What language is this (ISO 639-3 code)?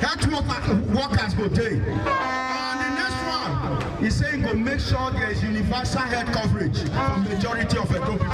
pcm